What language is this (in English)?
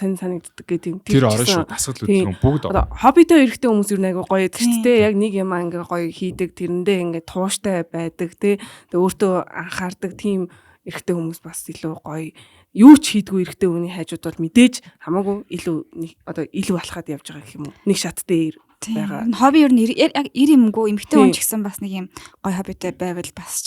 Mongolian